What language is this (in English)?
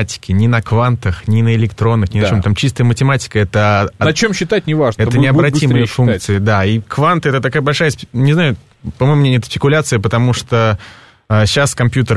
Russian